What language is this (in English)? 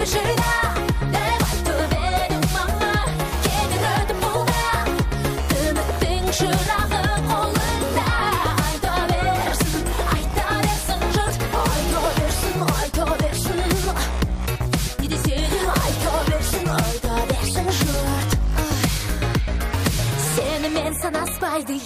Kazakh